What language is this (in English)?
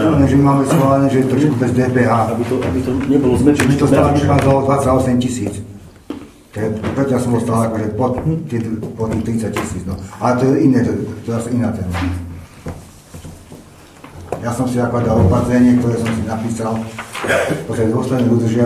Slovak